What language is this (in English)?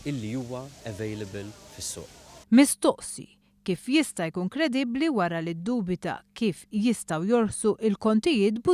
Maltese